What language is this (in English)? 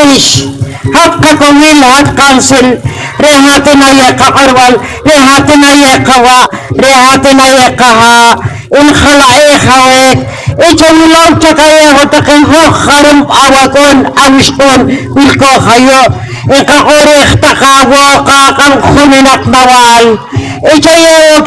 Poqomchi'